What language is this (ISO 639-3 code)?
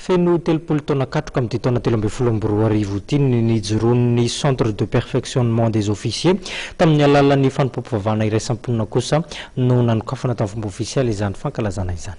mlg